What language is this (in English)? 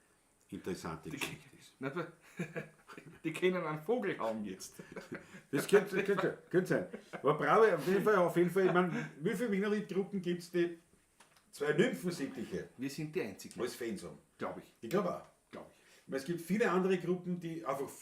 Bavarian